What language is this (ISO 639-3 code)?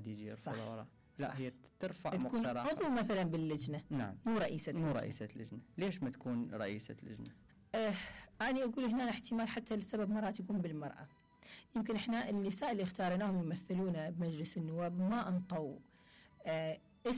acm